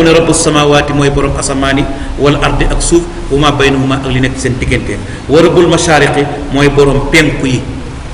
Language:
Wolof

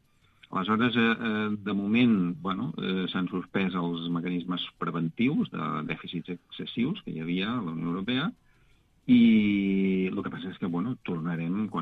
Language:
Catalan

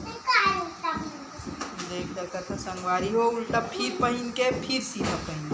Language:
Chhattisgarhi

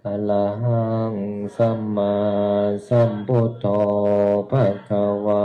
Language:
Pali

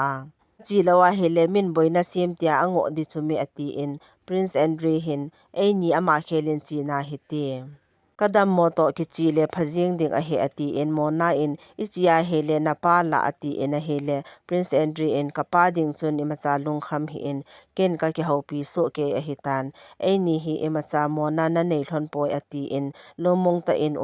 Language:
Thado Chin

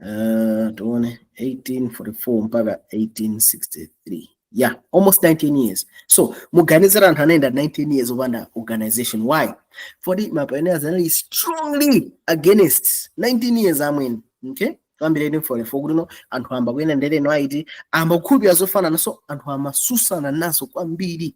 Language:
Nyanja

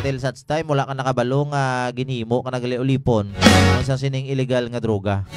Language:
Hiligaynon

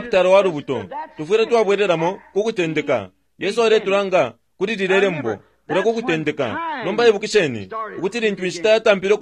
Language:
Bemba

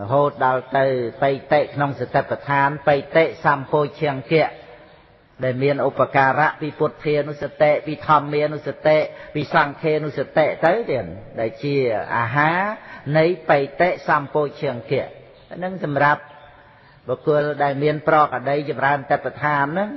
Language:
Khmer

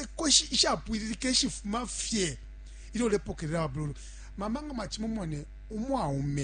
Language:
Bemba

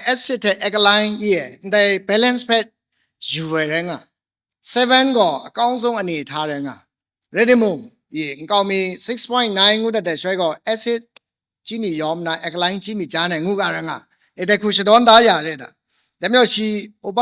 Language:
Kachin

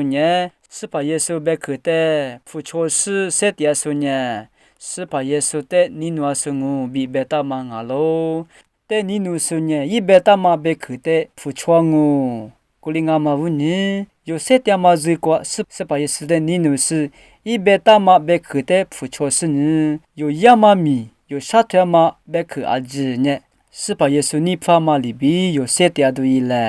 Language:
Lisu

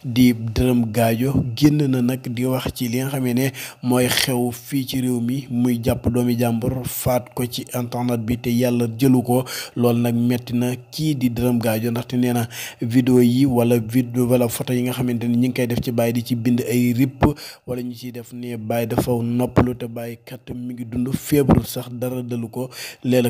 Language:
Wolof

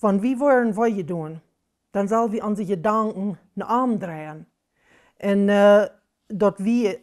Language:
Plautdietsch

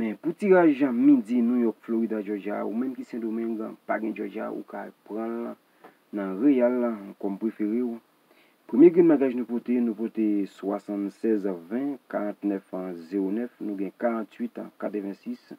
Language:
Haitian Creole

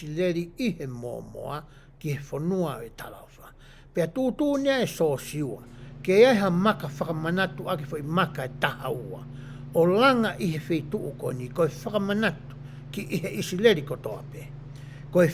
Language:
Tongan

